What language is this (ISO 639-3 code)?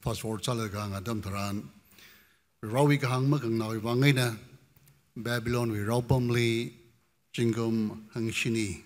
nmf